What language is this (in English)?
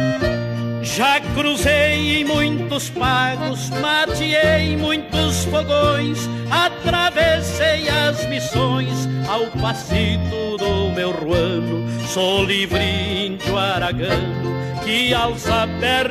Portuguese